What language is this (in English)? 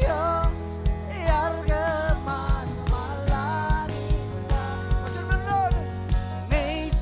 Marshallese